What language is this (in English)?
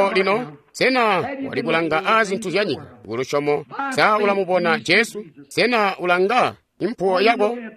Tonga (Zambia)